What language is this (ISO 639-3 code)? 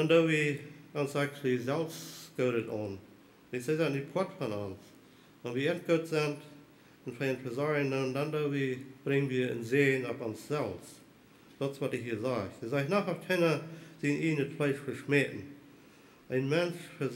pdt